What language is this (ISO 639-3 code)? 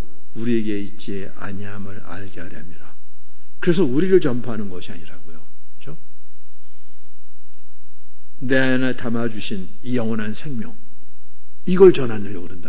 kor